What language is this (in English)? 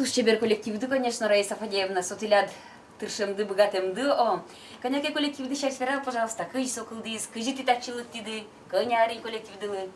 Udmurt